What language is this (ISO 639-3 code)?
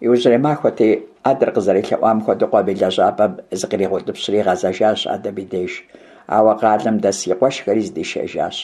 kbd